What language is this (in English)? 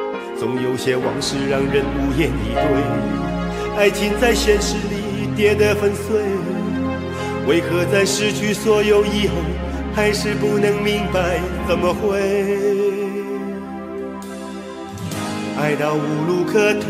Chinese